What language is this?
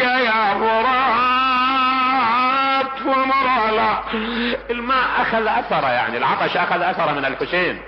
Mesopotamian Arabic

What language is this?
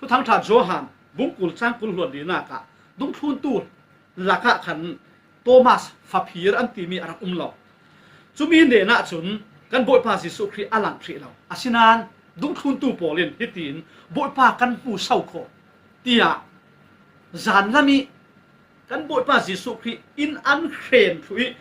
Falam Chin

